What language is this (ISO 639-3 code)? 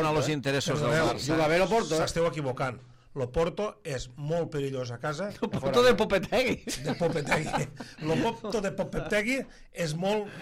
cat